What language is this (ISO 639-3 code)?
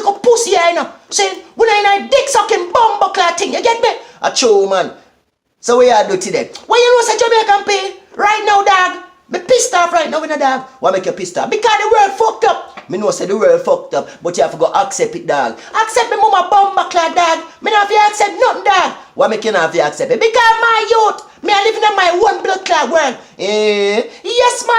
jam